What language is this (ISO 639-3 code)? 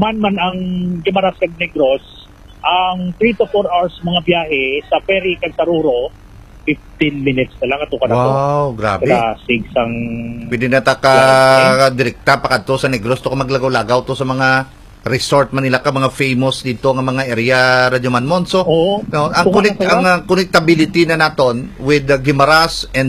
hil